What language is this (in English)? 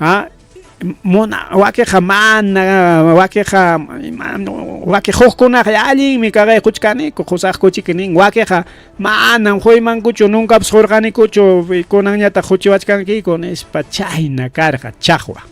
Ayacucho Quechua